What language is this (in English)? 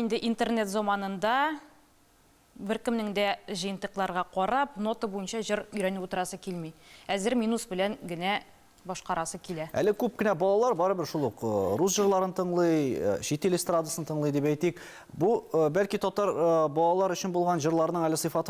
Tatar